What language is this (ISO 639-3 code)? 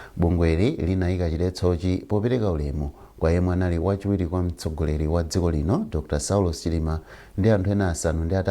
nya